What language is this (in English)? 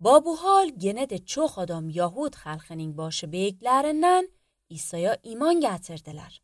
Azerbaijani